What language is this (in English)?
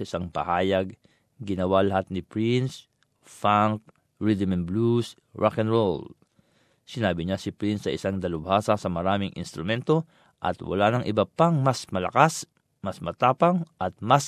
Filipino